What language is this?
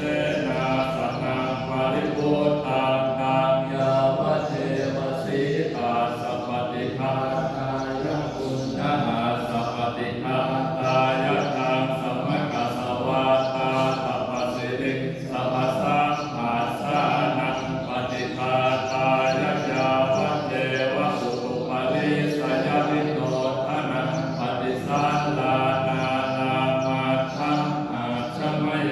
Pali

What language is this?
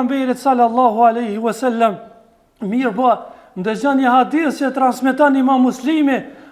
Albanian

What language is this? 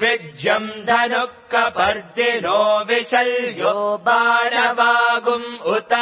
Sanskrit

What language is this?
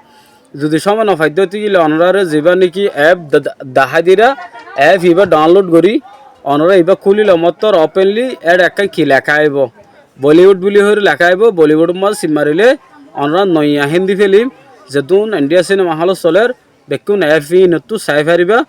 Rohingya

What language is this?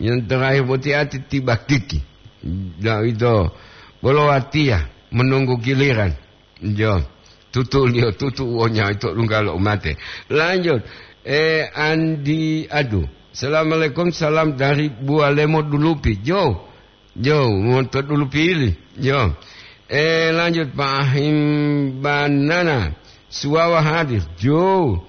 Gorontalo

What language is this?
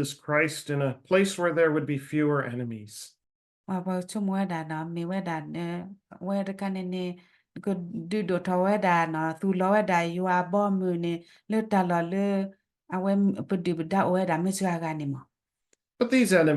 S'gaw Karen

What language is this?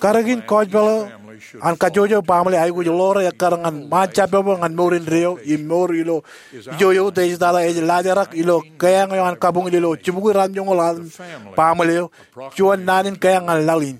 Marshallese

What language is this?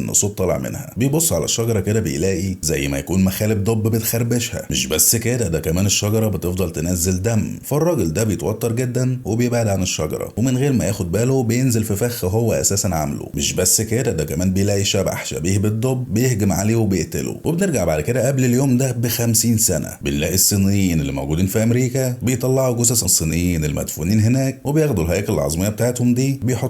Egyptian Arabic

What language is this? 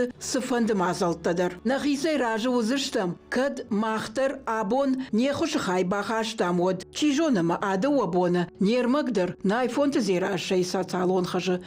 Ossetic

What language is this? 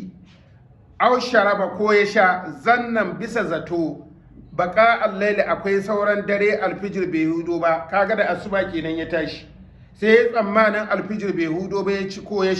Hausa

